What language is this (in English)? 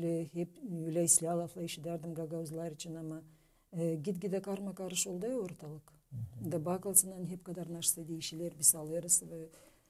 Gagauz